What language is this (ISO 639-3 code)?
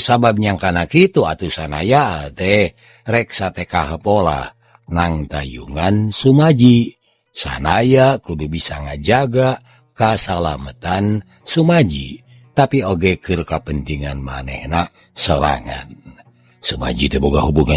sun